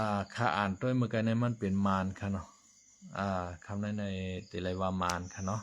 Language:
Shan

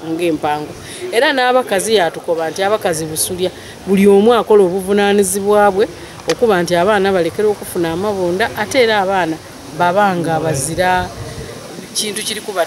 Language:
Soga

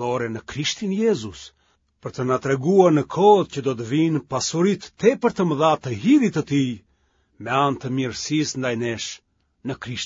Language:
Albanian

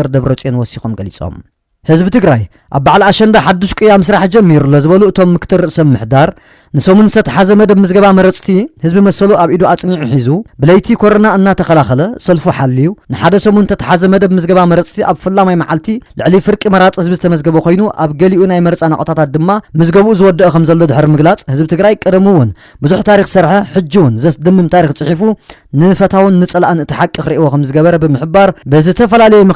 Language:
Tigrinya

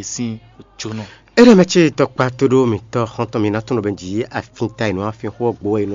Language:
Fon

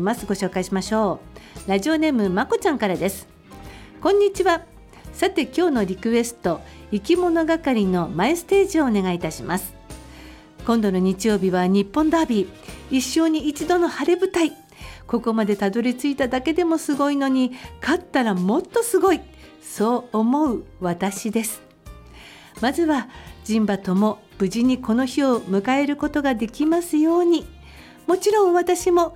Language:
Japanese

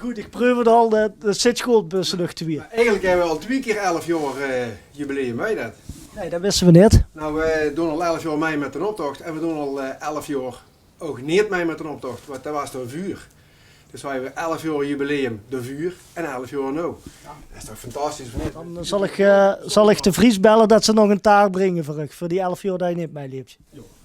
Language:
Limburgish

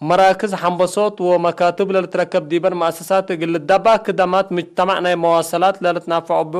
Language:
Tigre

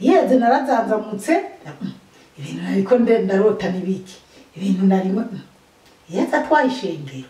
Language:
Rundi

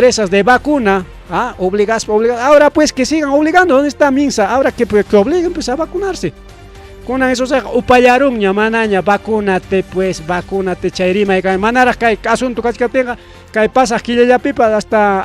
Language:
Ayacucho Quechua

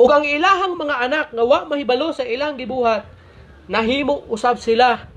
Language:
Cebuano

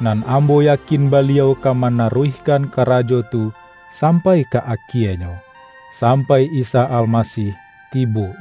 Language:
Minangkabau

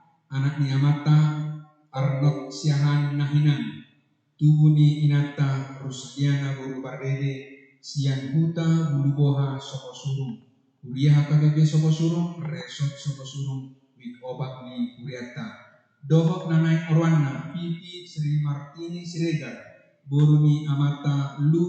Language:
Batak Toba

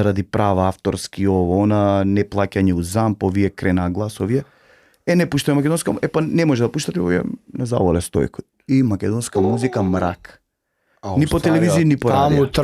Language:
Macedonian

